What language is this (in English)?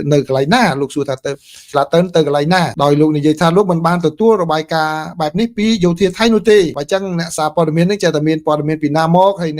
Khmer